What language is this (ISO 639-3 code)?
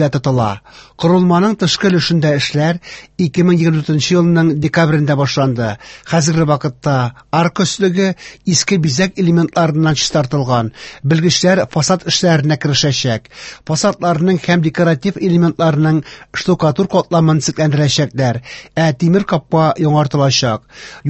tat